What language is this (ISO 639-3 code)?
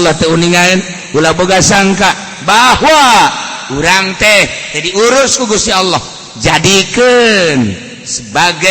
sun